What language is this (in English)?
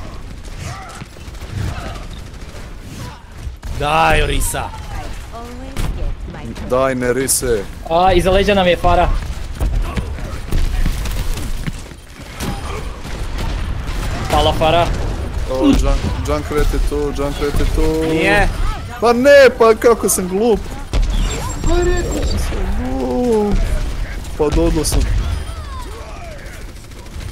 Croatian